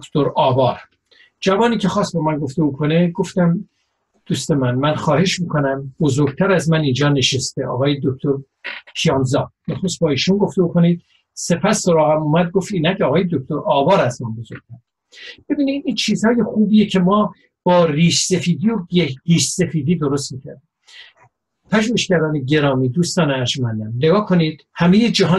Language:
Persian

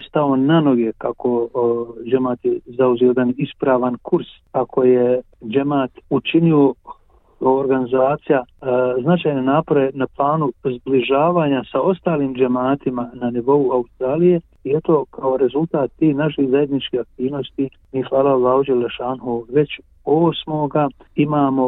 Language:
Bosnian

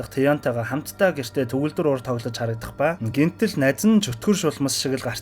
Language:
Mongolian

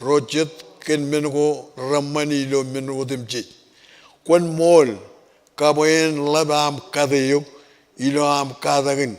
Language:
Marshallese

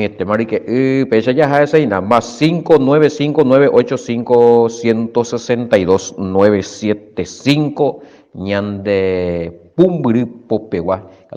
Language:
Guarani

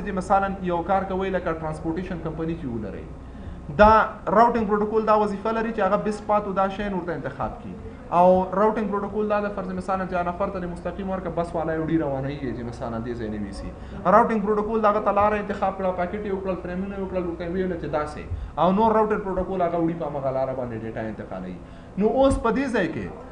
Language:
Pashto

